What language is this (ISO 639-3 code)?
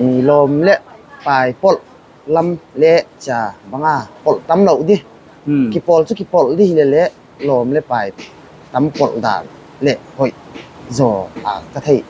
pck